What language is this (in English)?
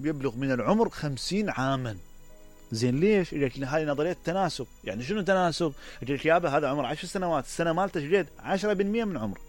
Mesopotamian Arabic